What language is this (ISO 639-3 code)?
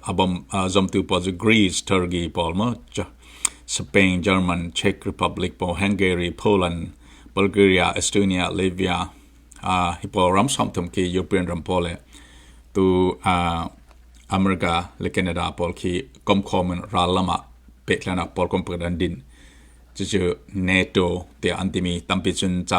cfm